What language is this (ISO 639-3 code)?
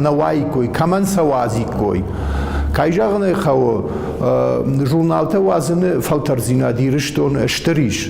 oss